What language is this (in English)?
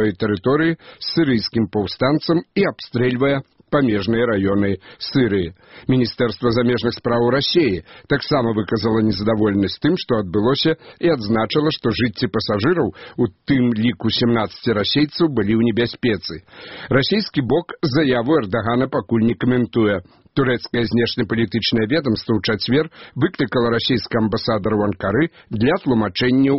Belarusian